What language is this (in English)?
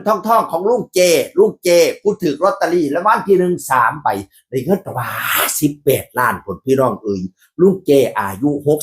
Northeastern Thai